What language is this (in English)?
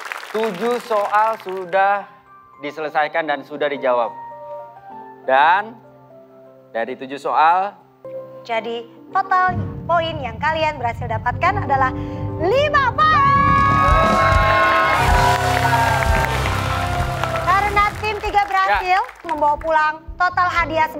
Indonesian